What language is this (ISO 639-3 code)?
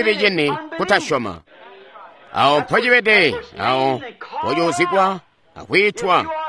toi